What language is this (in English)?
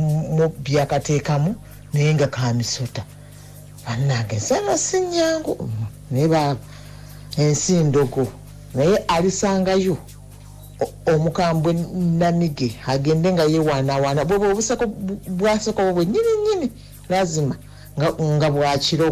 Ganda